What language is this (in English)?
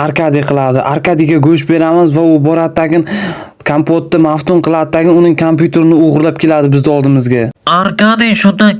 Uzbek